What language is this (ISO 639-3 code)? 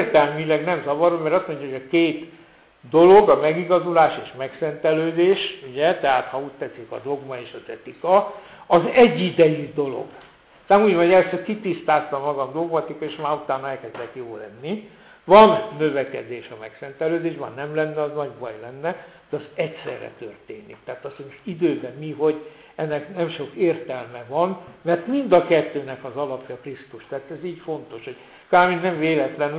hun